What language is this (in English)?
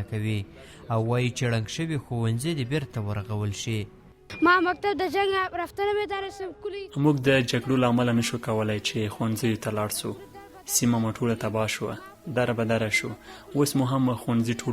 Pashto